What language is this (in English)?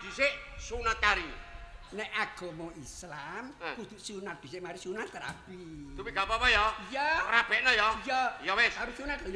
Javanese